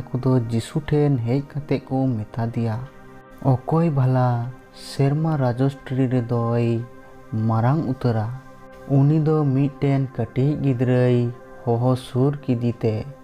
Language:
Santali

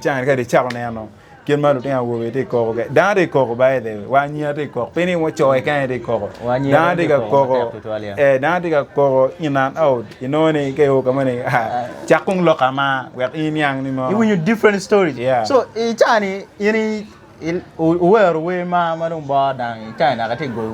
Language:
Acoli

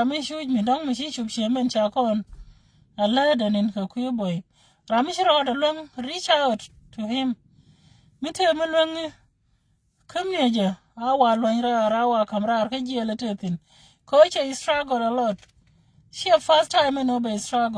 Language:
Nuer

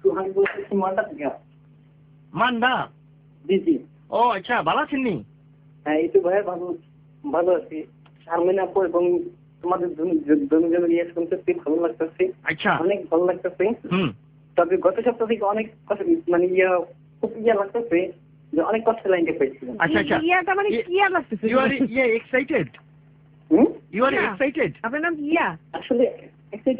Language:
Bangla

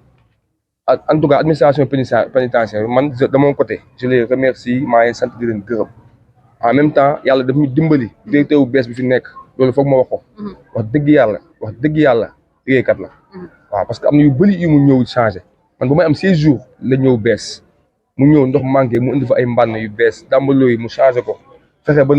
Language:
Wolof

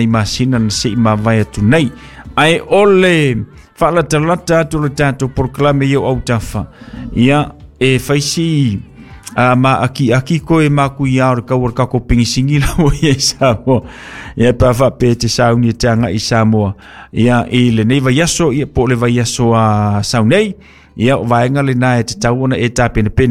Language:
Samoan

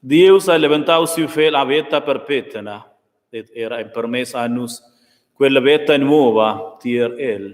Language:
Romansh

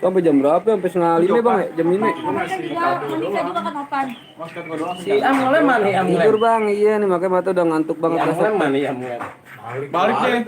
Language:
Betawi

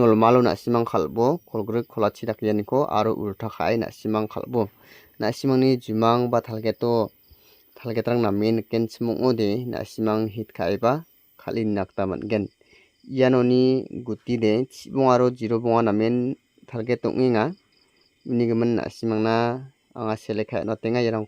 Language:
Garo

